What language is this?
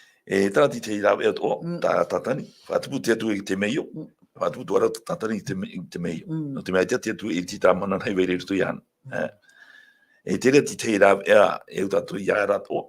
Tahitian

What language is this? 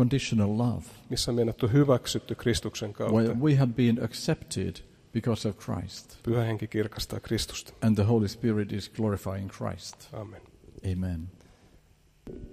Finnish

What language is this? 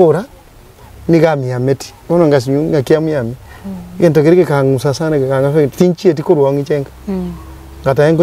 Gusii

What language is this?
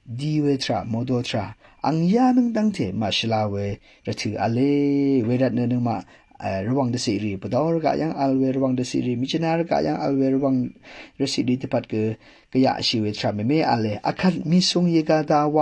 Rawang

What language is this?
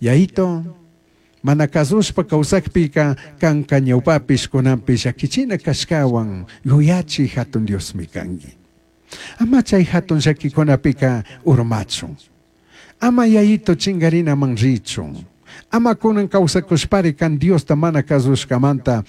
Chimborazo Highland Quichua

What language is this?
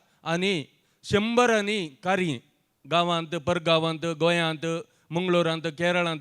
Konkani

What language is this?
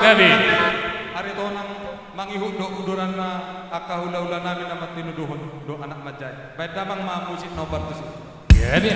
Batak Toba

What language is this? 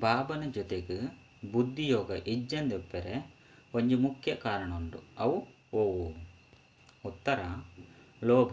Tulu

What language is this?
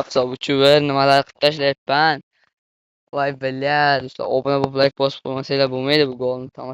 Uzbek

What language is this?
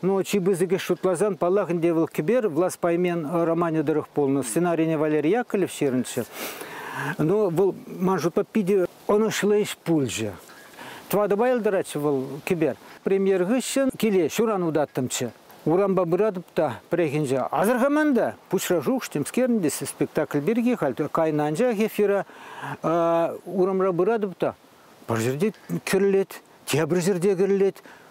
Chuvash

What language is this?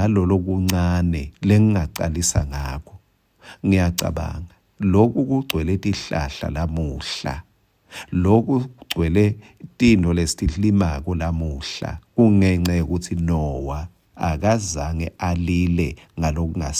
Swati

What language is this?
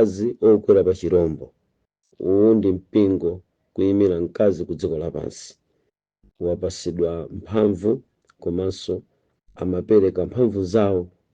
Nyanja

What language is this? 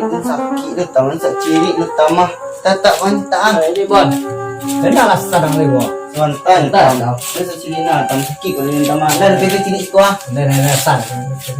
Minangkabau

